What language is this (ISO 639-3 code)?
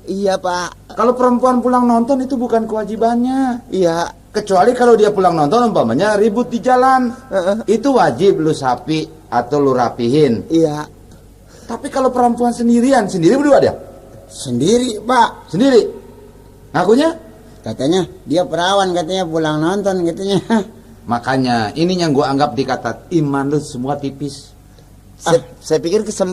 bew